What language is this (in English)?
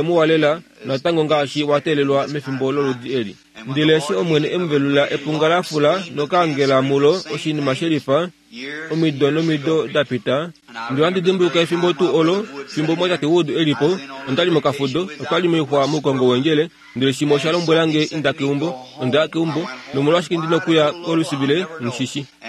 Kuanyama